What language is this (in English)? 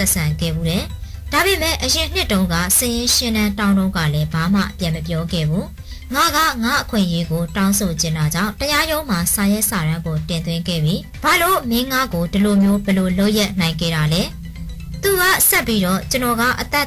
Burmese